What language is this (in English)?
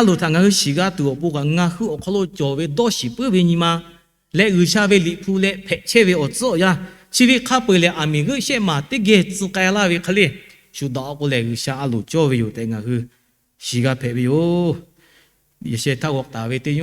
Lahu